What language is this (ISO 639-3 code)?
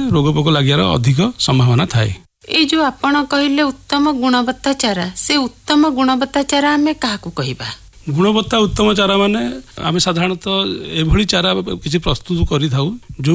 ori